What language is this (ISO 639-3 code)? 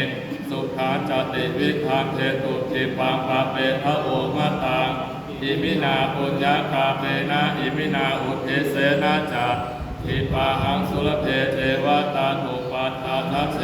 pli